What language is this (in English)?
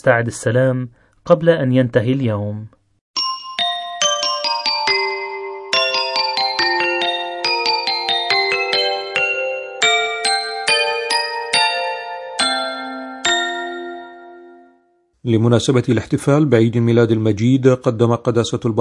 Arabic